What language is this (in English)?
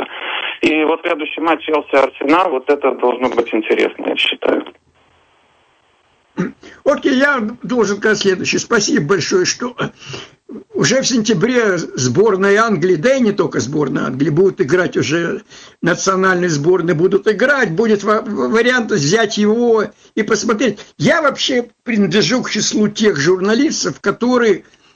Russian